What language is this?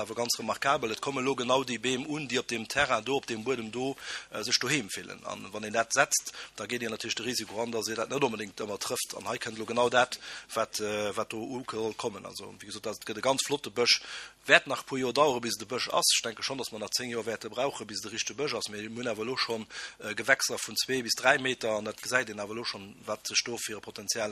Luxembourgish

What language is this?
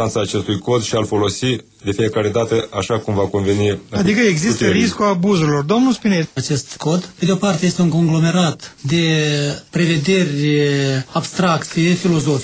Romanian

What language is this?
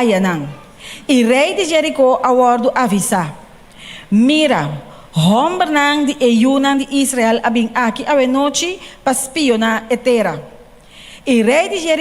Papiamento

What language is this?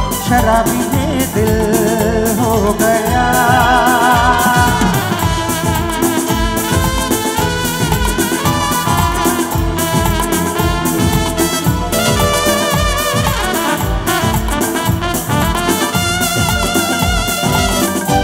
Hindi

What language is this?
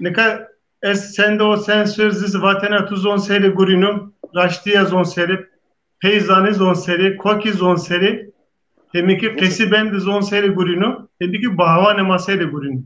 Zaza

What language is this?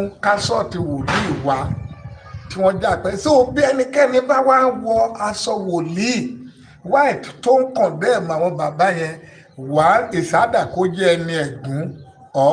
Yoruba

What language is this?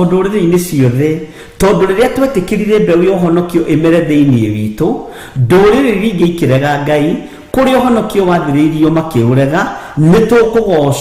Kikuyu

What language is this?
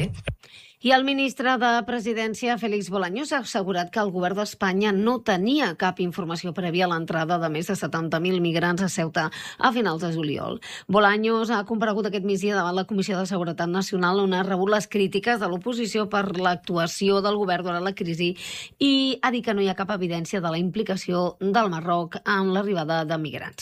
Catalan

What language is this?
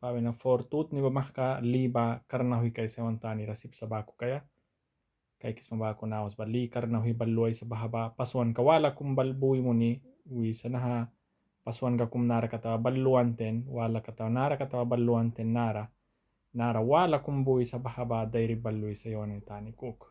Mískito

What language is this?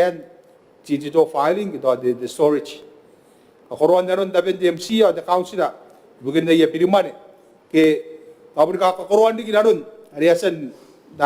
Gilbertese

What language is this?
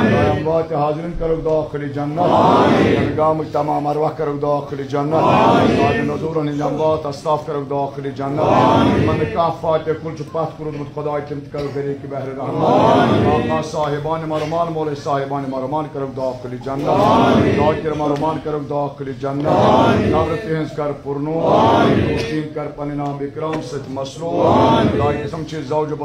Kashmiri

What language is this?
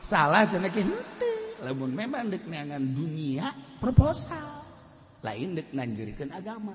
Sundanese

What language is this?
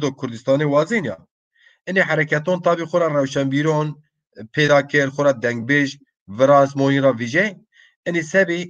Zaza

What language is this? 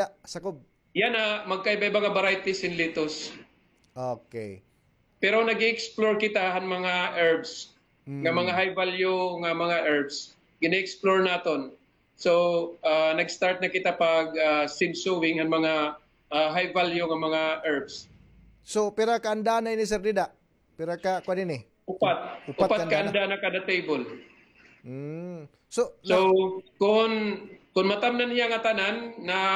Waray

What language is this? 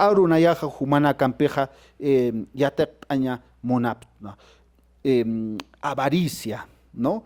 Aymara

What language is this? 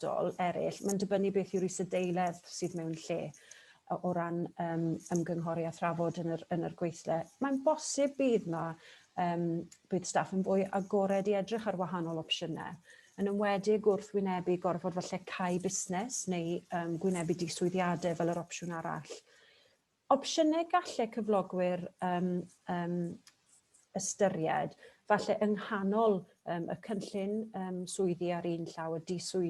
Welsh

